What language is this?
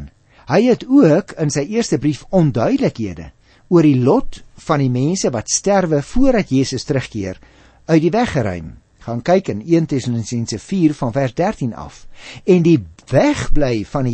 Afrikaans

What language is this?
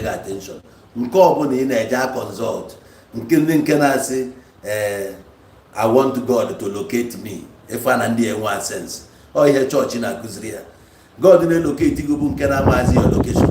Igbo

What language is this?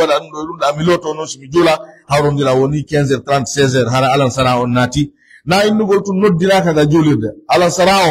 Pular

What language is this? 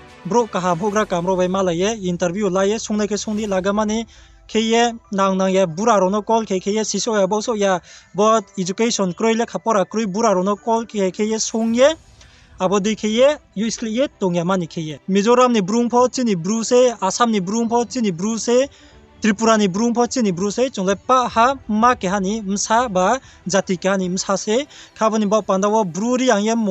Riang (India)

